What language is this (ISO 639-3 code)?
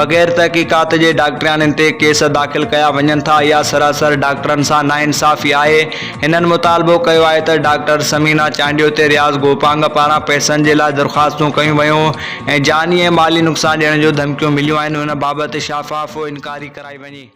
snd